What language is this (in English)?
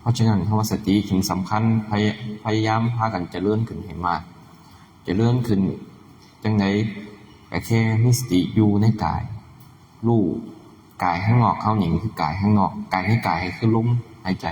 Northeastern Thai